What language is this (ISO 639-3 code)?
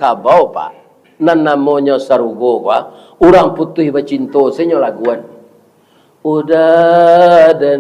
min